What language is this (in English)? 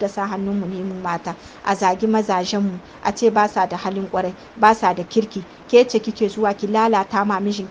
Hausa